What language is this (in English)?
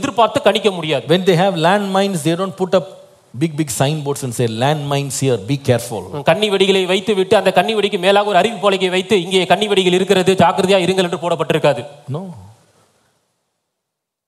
Tamil